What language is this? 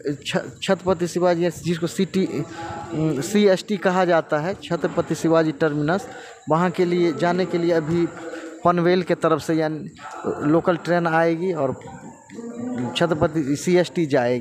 Hindi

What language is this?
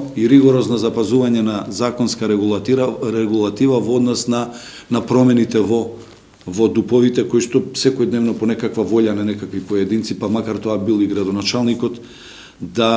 Macedonian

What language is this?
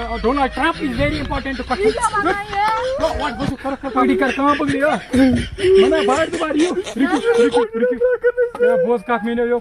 Kashmiri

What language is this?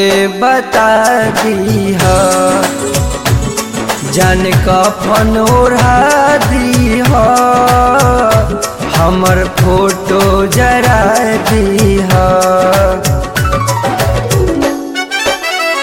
Bhojpuri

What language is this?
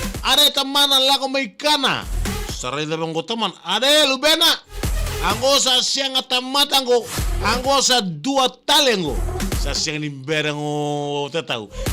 Fijian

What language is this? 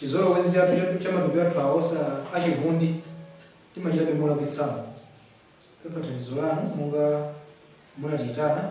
Nyanja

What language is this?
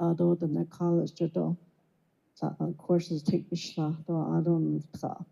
Navajo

